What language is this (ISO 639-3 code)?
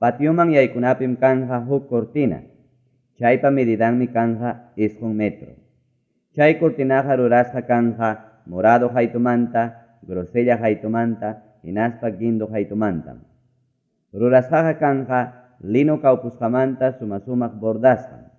quy